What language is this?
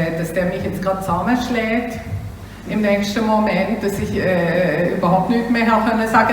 Swiss German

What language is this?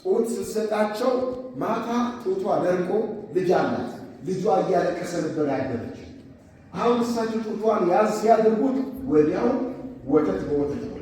Amharic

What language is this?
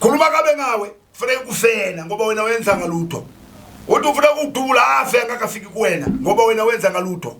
Zulu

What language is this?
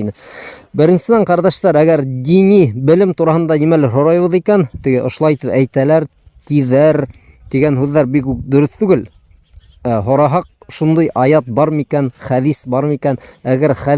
Bashkir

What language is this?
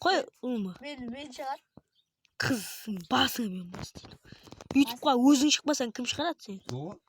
Kara-Kalpak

